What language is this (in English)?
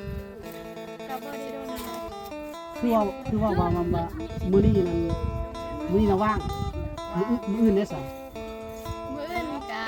Lao